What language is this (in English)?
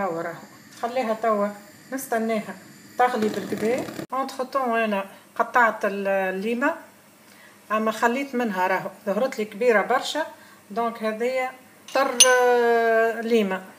Tunisian Arabic